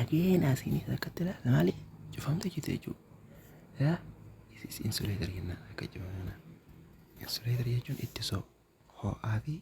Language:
Oromo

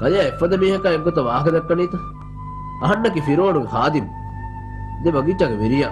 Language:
Divehi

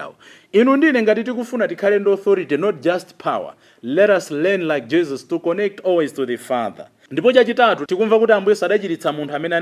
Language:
Nyanja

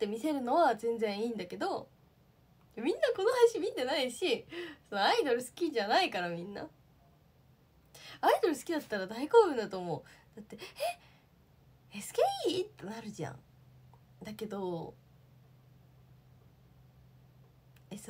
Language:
Japanese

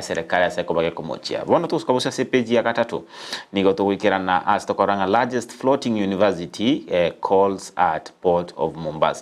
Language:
Gusii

